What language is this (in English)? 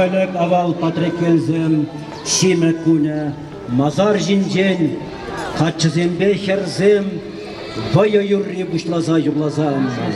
Chuvash